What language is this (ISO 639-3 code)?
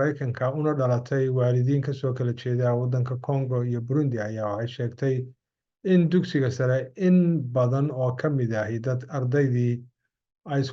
som